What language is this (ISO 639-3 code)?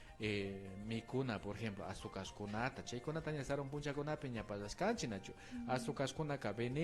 qvi